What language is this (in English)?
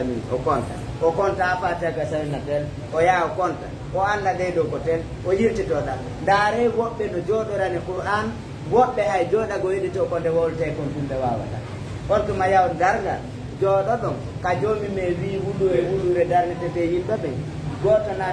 Fula